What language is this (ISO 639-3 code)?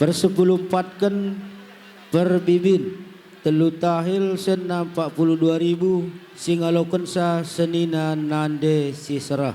btx